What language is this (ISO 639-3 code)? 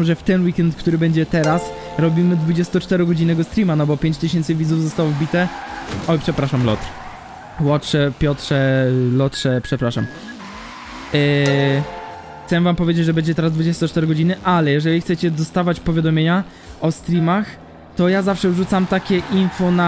pol